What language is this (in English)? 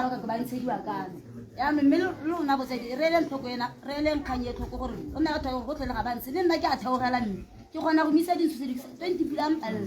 Tswana